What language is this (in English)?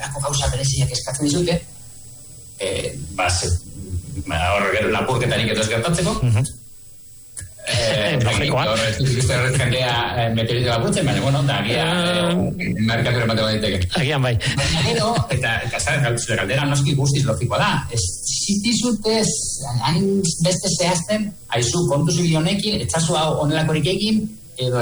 Basque